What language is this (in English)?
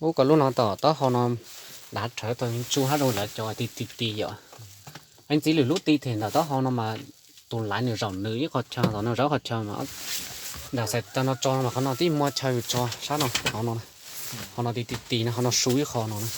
Hmong